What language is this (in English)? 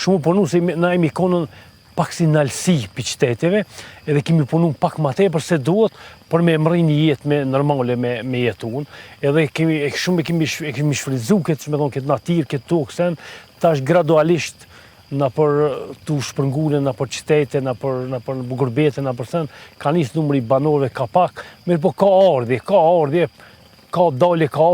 Albanian